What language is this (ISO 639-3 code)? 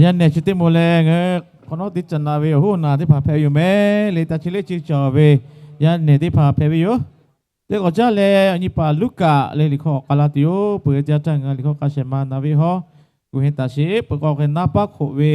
lhu